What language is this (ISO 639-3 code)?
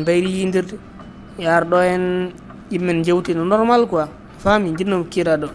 ful